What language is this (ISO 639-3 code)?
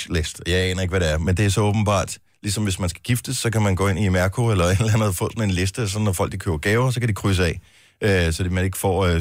dan